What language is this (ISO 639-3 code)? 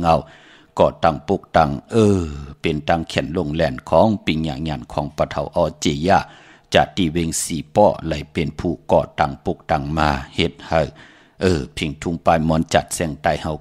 shn